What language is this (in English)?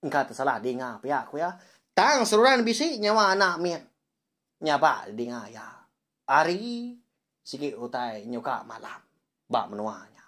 Iban